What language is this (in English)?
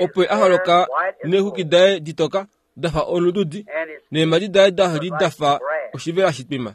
Kuanyama